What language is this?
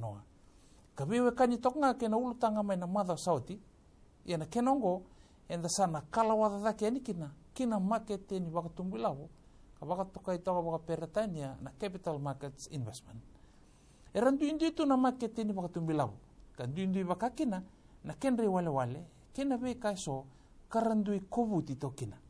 Fijian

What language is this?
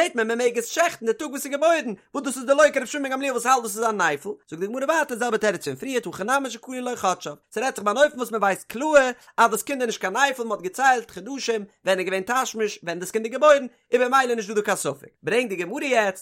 Yiddish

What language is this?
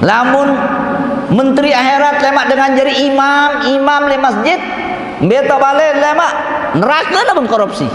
Sasak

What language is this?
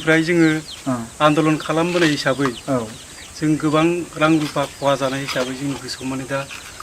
Bodo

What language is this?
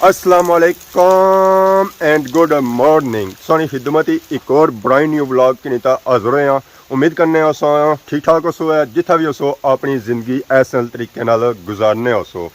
Pahari-Potwari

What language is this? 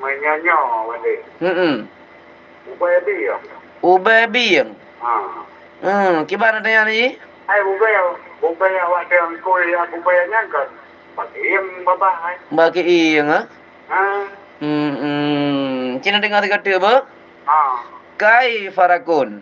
Achinese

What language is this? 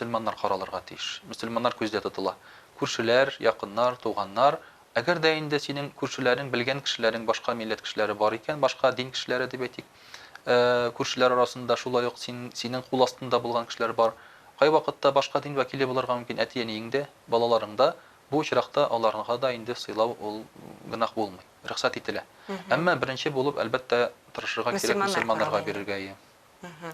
Tatar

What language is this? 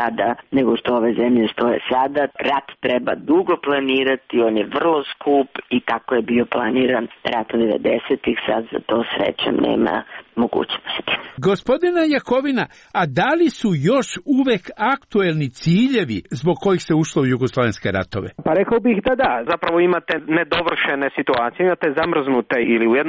Croatian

